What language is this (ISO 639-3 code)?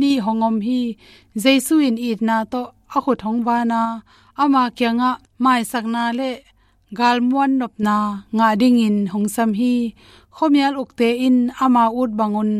ctd